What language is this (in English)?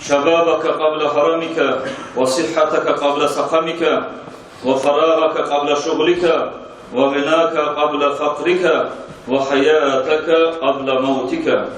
Kumyk